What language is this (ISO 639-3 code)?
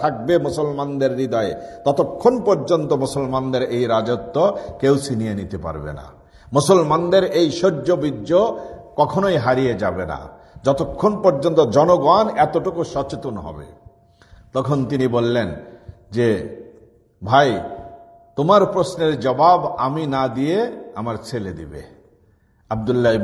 ben